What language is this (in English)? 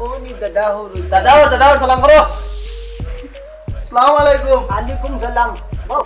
Sylheti